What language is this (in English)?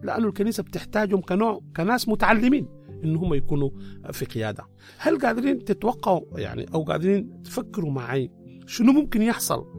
Sudanese Arabic